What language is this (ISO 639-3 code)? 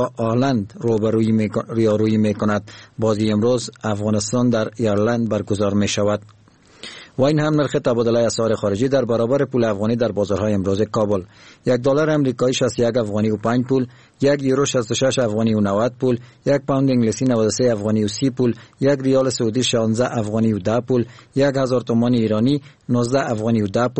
fas